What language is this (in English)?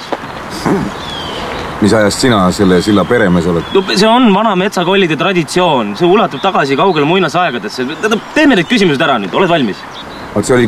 Estonian